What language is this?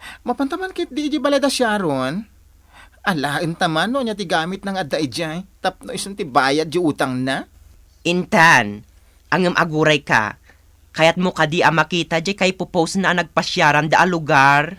Iloko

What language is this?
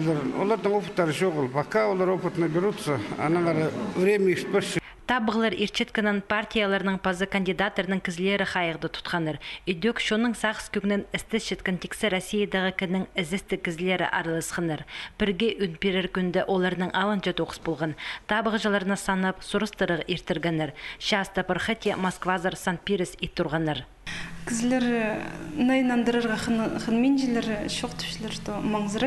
Khakas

